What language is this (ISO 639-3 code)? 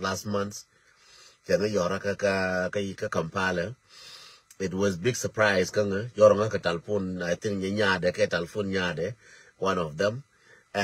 nus